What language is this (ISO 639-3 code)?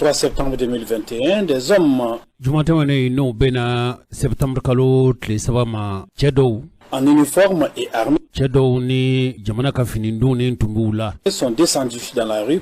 bam